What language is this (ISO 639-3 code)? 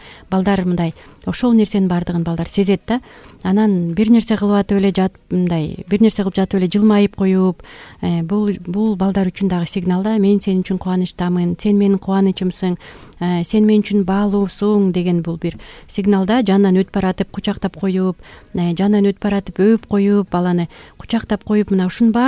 kir